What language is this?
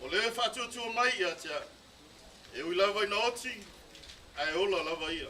Samoan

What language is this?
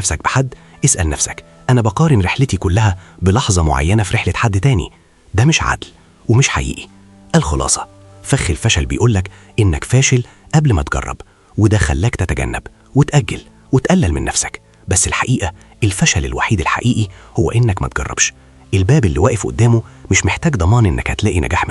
Egyptian Arabic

